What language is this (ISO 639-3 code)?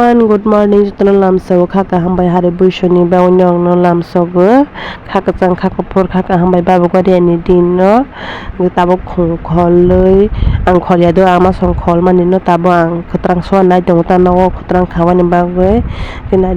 trp